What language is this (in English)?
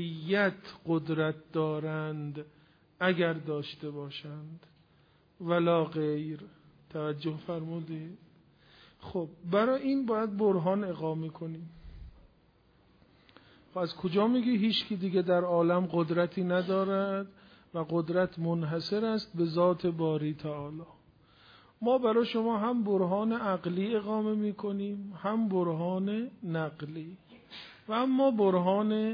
Persian